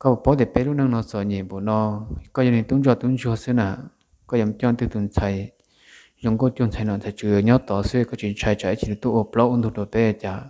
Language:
Hmong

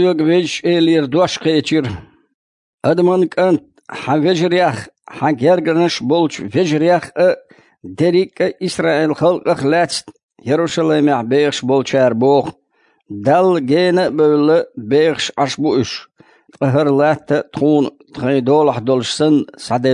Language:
Chechen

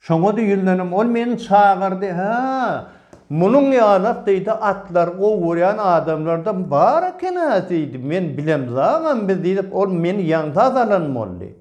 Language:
Turkmen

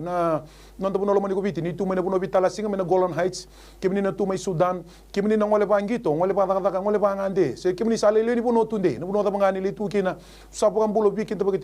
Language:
Fijian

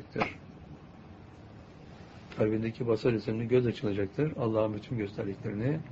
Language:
Turkish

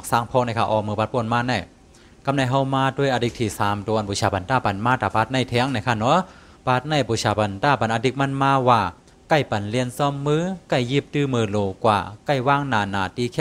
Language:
Shan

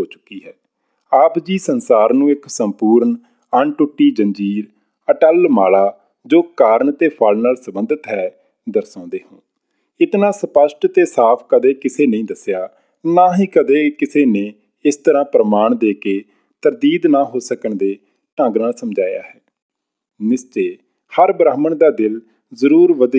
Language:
Punjabi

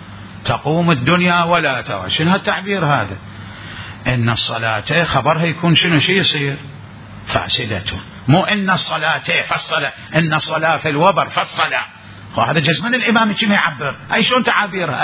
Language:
Mesopotamian Arabic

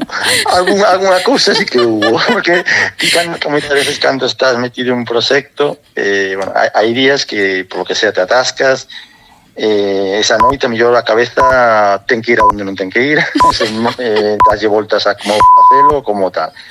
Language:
Galician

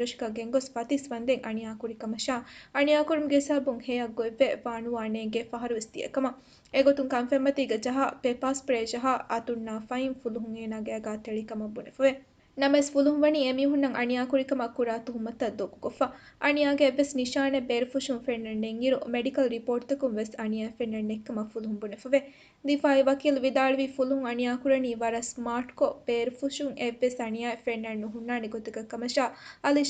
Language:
Divehi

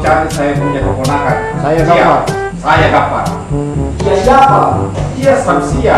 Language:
Makassar Malay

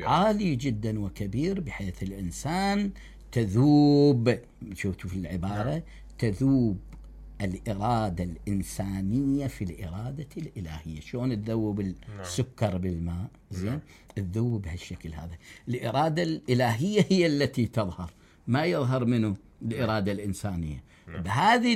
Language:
Mesopotamian Arabic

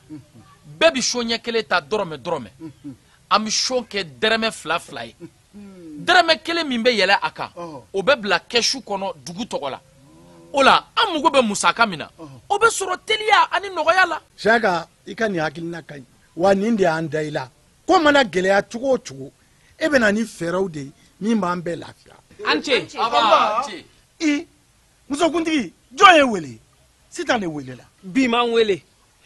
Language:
Bambara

